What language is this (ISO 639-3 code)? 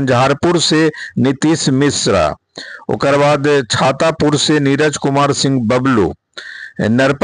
mag